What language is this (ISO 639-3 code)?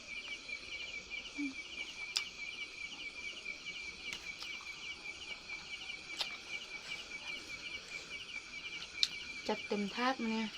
lao